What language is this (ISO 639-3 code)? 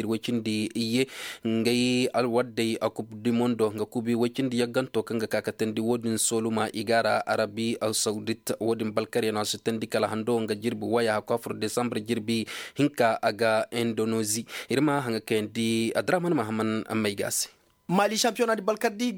ses